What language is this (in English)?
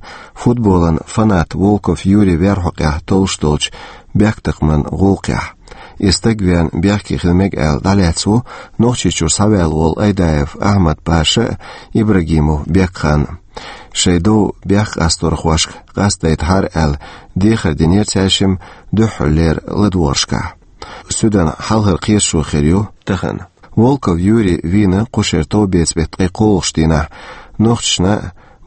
Chechen